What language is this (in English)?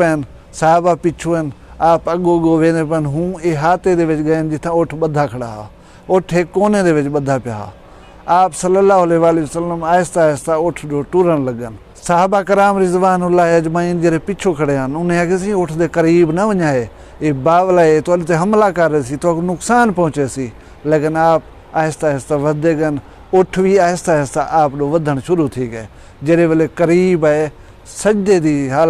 Saraiki